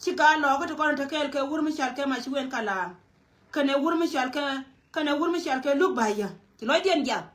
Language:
Nuer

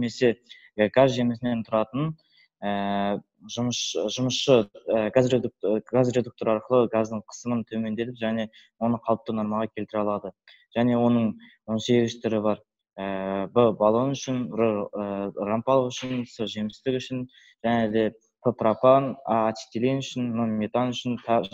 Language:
Kazakh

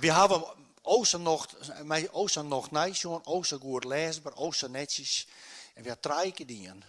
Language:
Western Frisian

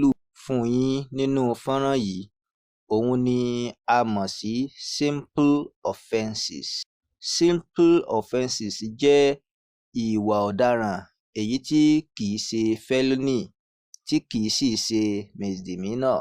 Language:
Yoruba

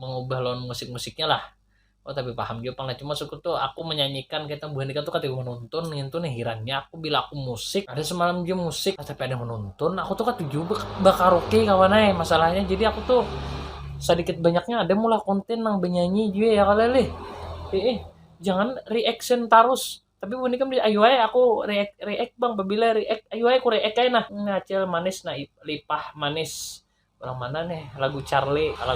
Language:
Banjar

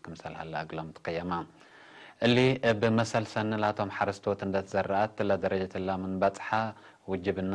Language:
Tigre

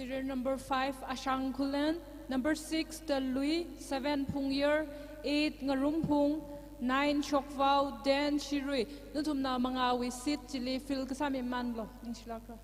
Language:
Tangkhul Naga (India)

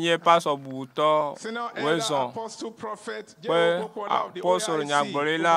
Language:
Ewe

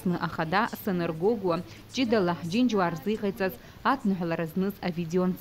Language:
Abkhazian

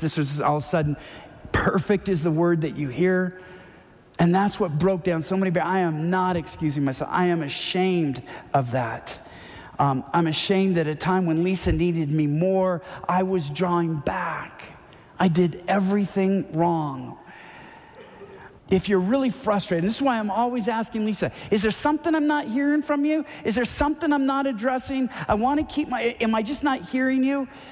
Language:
English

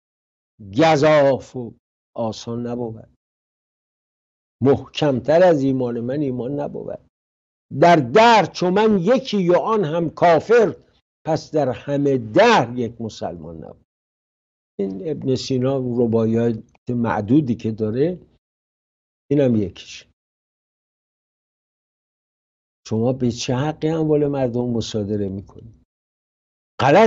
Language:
Persian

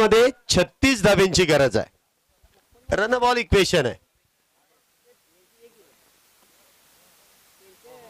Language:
Marathi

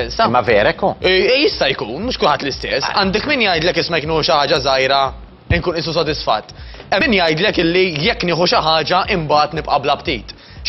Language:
Maltese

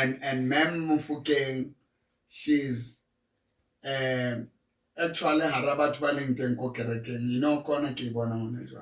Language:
Southern Sotho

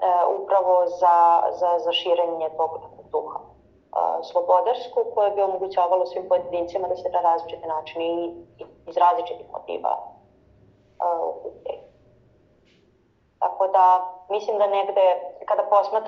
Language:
Serbian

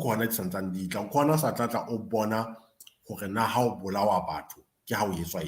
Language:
Southern Sotho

